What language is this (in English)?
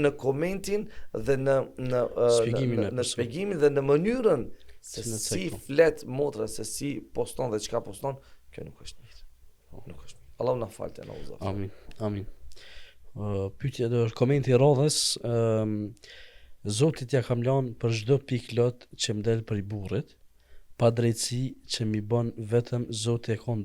Albanian